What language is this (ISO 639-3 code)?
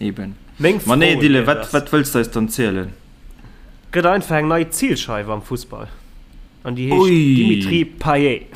ltz